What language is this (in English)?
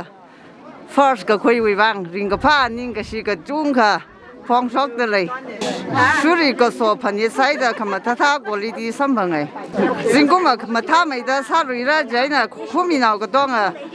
Tangkhul Naga (India)